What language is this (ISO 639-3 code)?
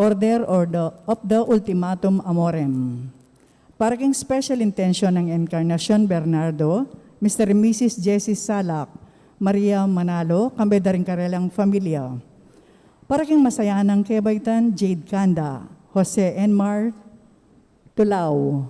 pam